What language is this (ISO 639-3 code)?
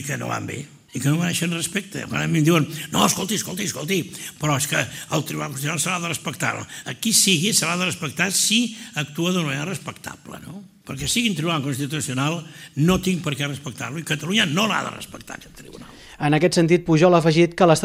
cat